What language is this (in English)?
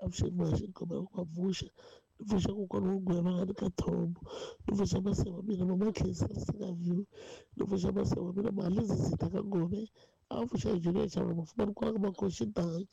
Tsonga